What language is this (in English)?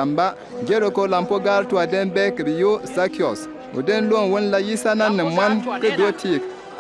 Bimoba